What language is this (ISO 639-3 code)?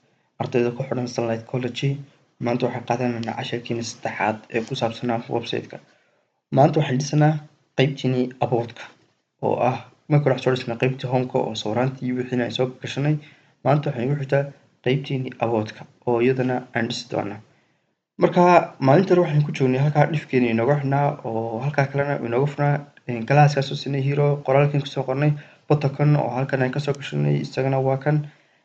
som